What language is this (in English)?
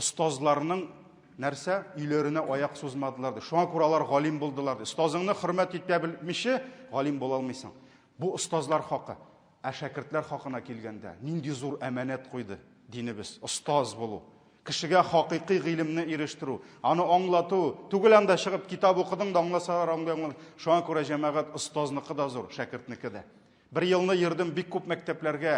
Tatar